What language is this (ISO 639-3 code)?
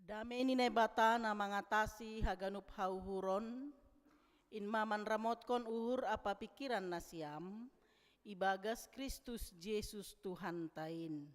bts